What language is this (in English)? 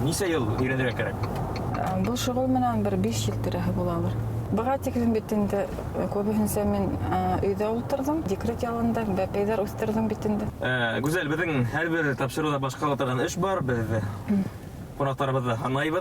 Bashkir